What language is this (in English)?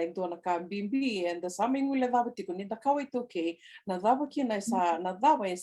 Fijian